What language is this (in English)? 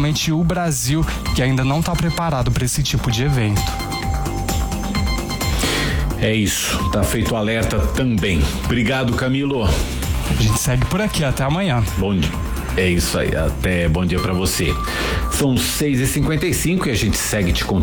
Portuguese